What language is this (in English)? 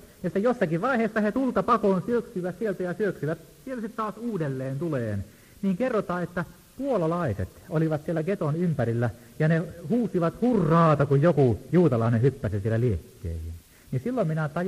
Finnish